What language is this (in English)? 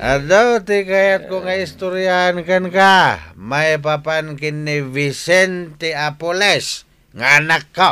Iloko